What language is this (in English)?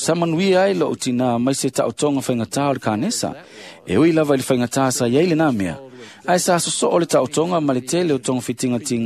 Samoan